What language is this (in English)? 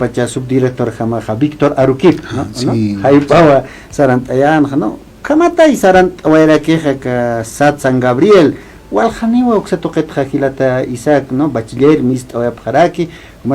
Aymara